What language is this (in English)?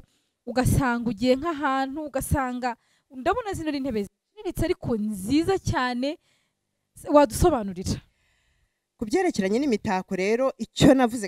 Kinyarwanda